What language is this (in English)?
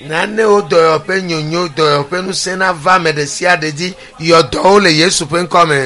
Ewe